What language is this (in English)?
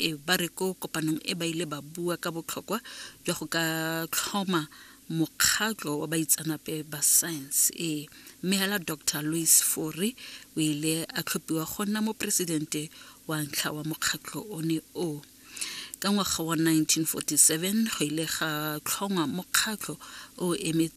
Tswana